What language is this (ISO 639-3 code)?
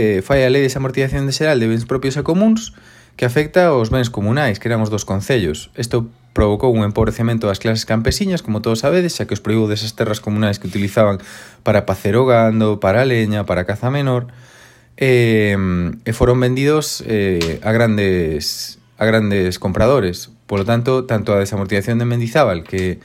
glg